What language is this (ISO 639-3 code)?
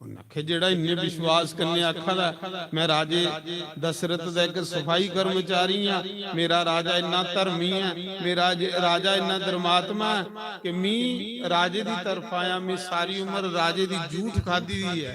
doi